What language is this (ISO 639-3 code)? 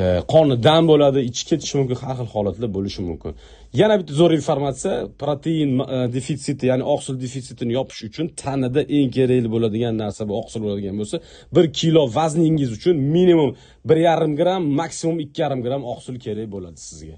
uzb